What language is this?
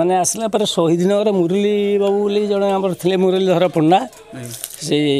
Odia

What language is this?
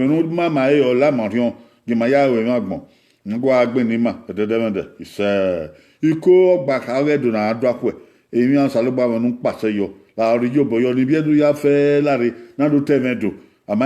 Bini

